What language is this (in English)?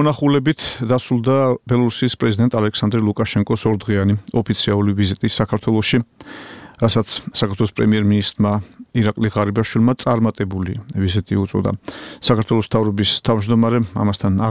Georgian